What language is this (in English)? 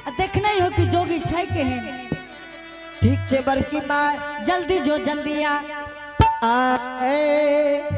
Angika